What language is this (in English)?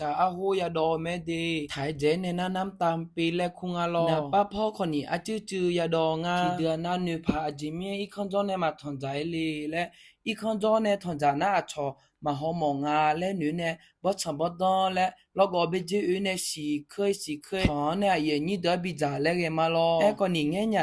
Akha